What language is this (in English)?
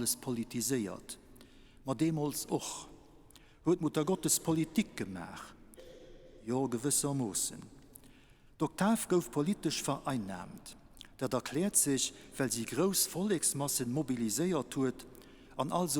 Luxembourgish